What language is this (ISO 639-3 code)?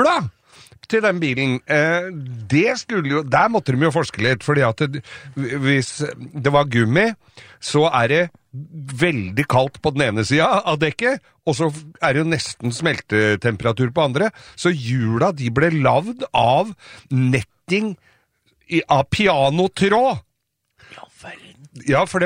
nor